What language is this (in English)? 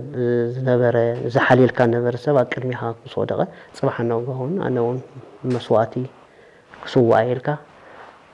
Tigrinya